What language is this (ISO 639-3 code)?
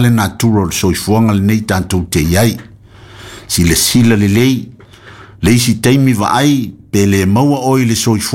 smo